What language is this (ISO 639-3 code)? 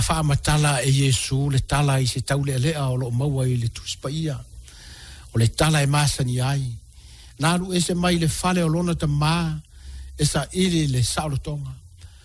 smo